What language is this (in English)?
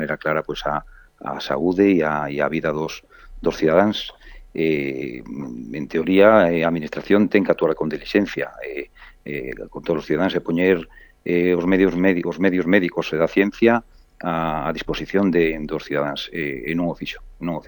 Galician